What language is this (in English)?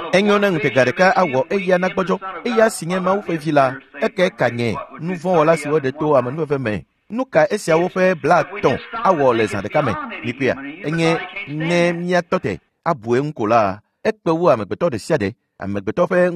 Ewe